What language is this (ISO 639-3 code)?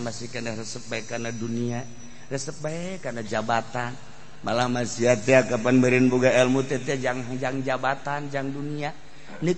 sun